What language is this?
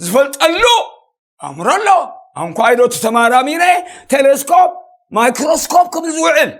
Tigrinya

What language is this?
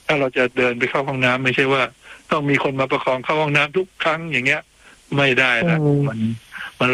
Thai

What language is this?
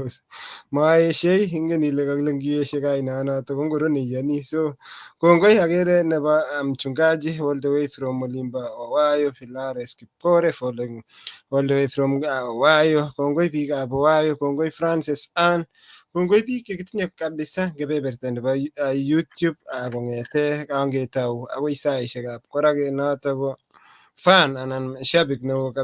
Kalenjin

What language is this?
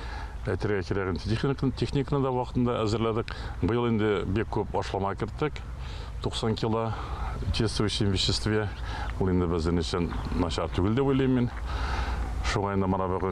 Tatar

